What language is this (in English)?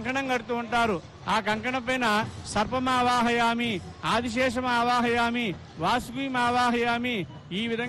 Telugu